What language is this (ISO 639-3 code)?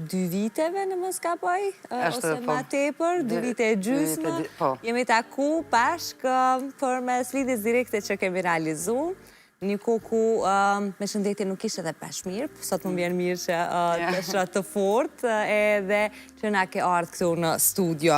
sqi